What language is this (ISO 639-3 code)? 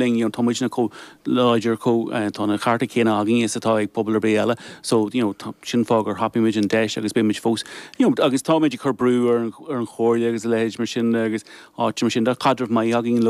gle